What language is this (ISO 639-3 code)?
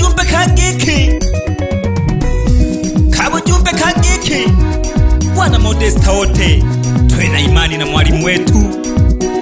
swa